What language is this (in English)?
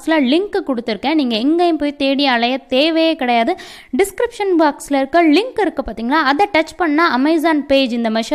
Tamil